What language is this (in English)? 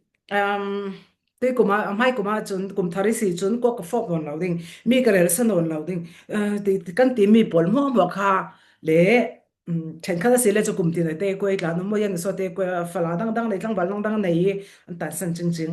Falam Chin